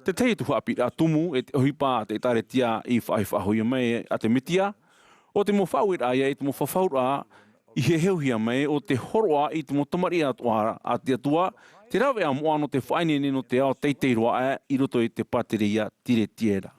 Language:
Tahitian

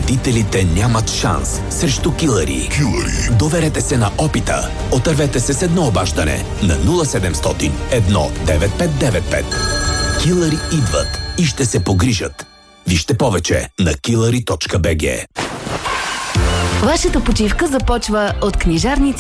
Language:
Bulgarian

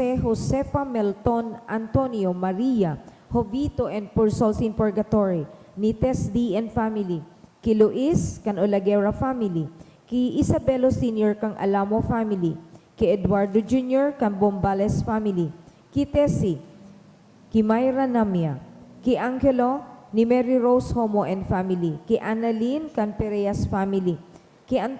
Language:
Bikol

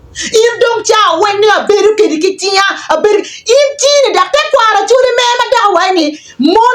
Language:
Acoli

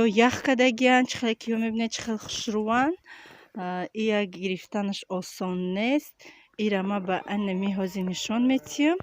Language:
Tajik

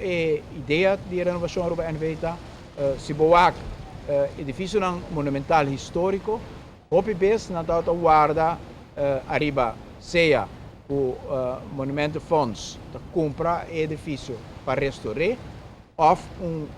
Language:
Papiamento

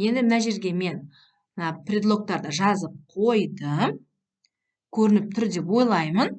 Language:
Kazakh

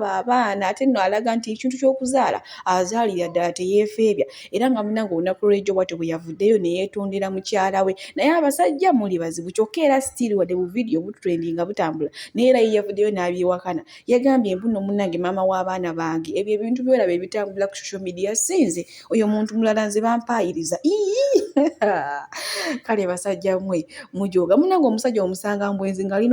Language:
Ganda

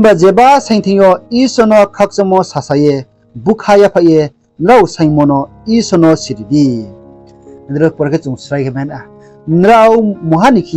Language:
Riang (India)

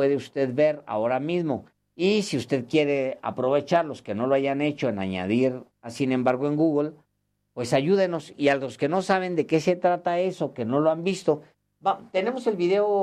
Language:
Spanish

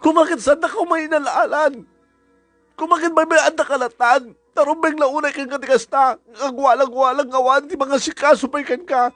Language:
Iloko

